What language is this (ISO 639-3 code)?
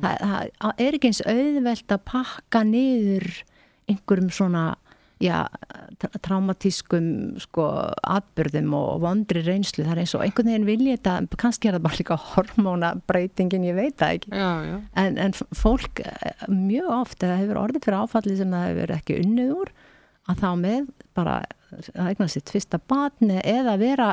isl